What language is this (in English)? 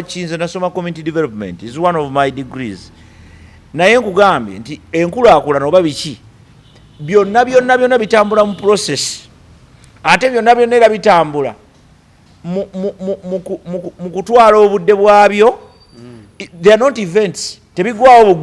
Ganda